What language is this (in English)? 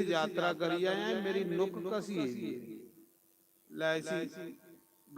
Dogri